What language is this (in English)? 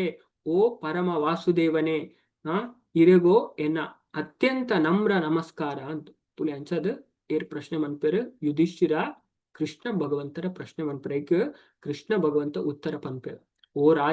Tulu